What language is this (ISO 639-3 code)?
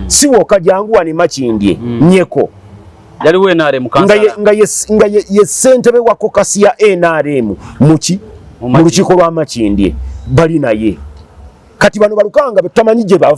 lug